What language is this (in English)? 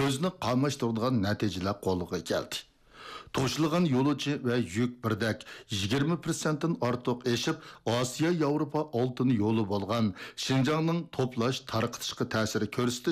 Uyghur